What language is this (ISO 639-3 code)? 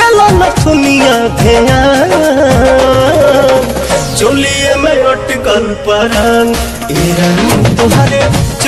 bho